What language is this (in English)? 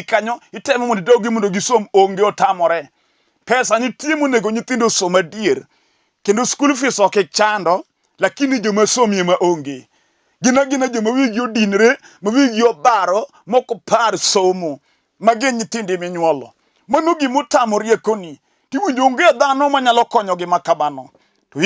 Luo (Kenya and Tanzania)